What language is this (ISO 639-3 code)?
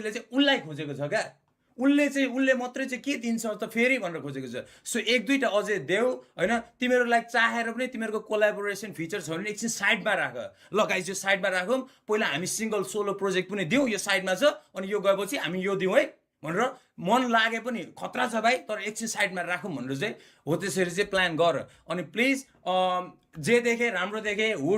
nep